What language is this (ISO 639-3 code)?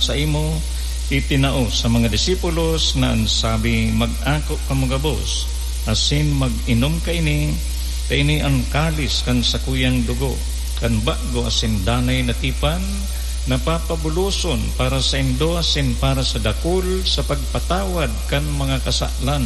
bik